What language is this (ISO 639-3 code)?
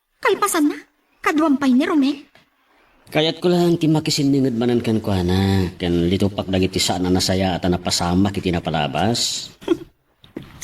ilo